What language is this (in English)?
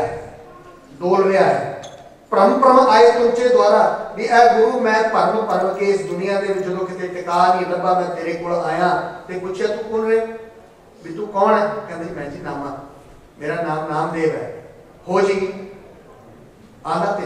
Punjabi